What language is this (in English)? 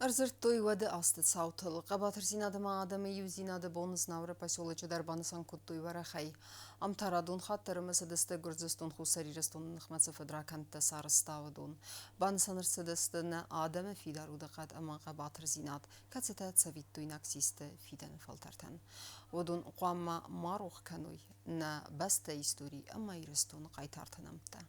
Ossetic